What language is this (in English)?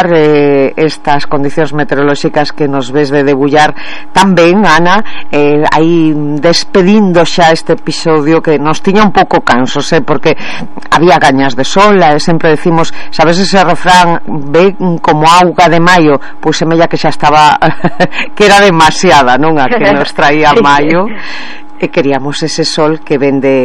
Galician